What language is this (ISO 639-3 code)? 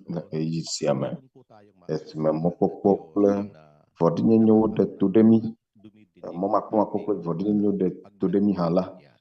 ewe